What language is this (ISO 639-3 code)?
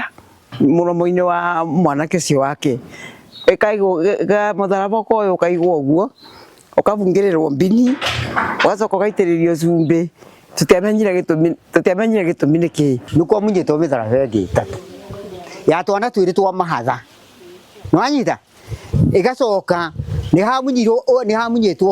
kik